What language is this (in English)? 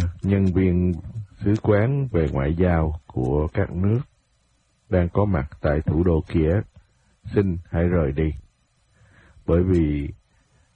Vietnamese